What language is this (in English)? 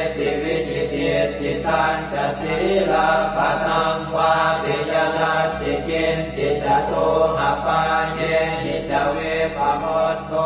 Pali